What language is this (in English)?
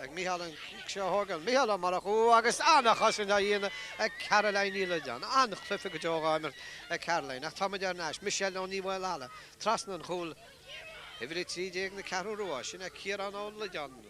Irish